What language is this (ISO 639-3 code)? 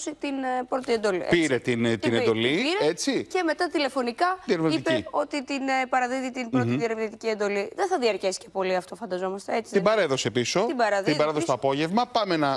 ell